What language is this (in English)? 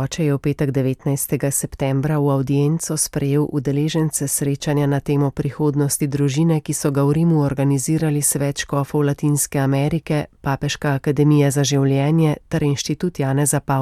Slovenian